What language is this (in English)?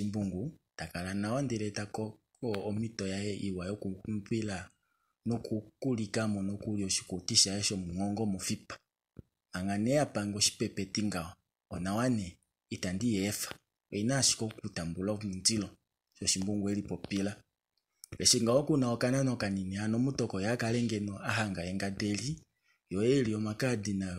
Kuanyama